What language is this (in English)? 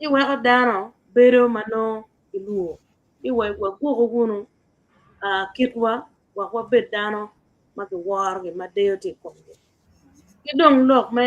Acoli